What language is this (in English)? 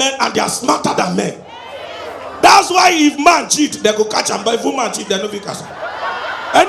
Nigerian Pidgin